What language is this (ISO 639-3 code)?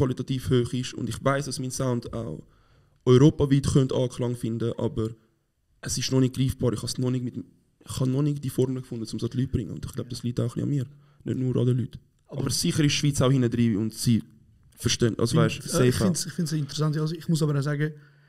gsw